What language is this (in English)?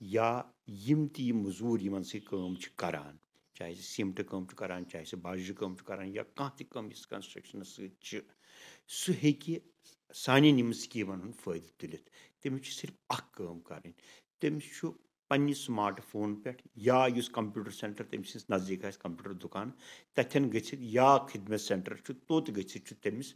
Kashmiri